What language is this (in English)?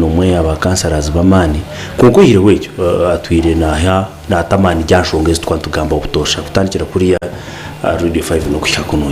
Nyankole